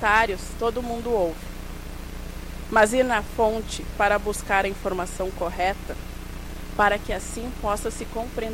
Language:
Portuguese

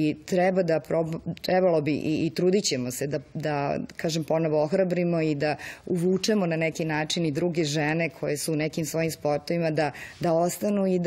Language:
Serbian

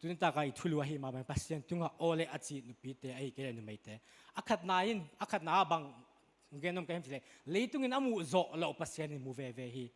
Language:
Tedim Chin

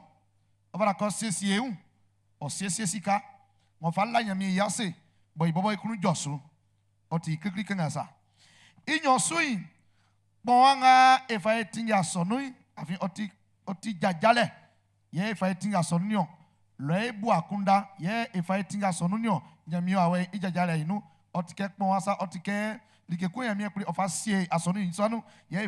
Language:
Baoulé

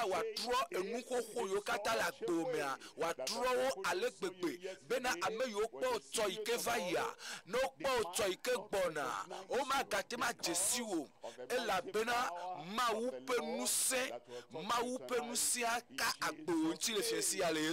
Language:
Ewe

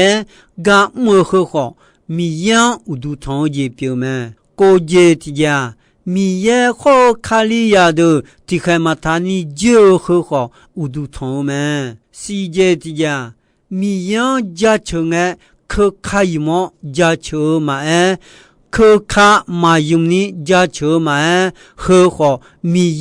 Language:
Akha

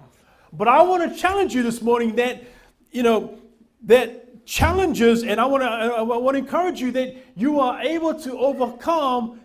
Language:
Samoan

